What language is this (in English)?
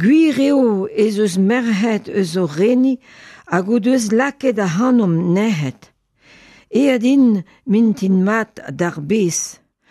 Breton